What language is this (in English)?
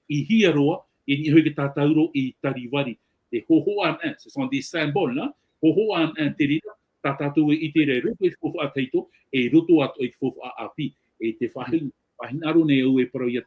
Tahitian